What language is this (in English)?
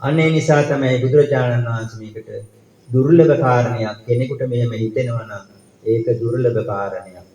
Sinhala